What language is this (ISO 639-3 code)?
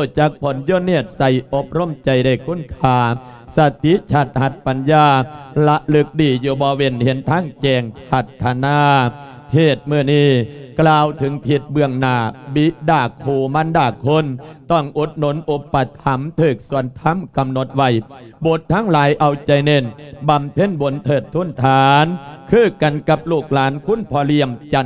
lao